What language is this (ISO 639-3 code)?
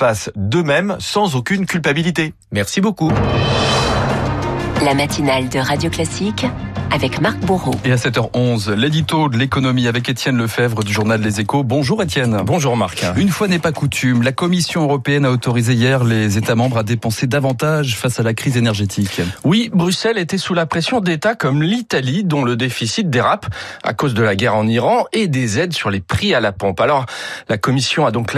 fra